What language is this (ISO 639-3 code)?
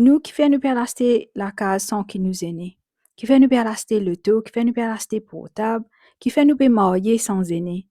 mfe